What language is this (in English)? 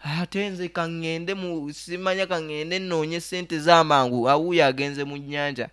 Nyoro